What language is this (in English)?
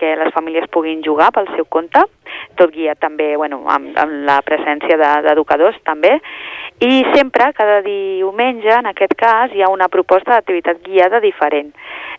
Catalan